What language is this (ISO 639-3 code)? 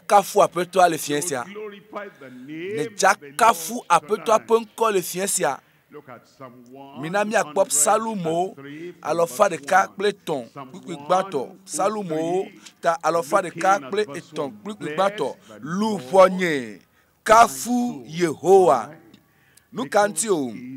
ewe